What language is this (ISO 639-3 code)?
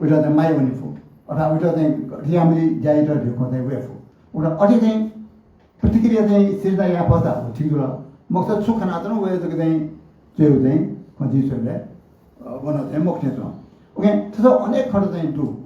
new